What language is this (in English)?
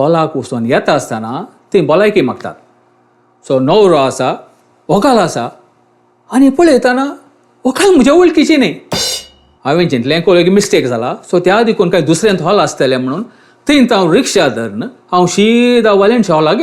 Konkani